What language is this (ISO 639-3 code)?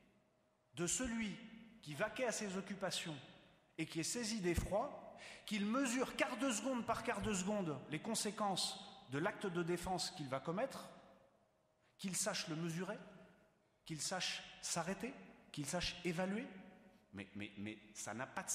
fra